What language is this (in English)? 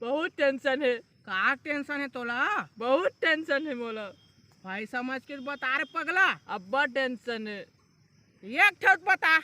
Chhattisgarhi